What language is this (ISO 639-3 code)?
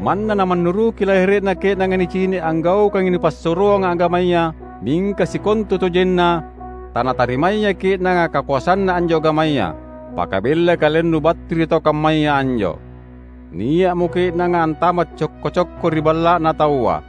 mak